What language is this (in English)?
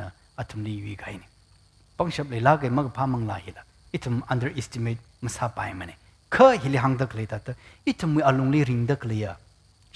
Tangkhul Naga (India)